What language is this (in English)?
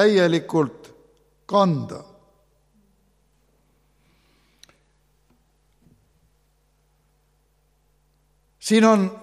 Estonian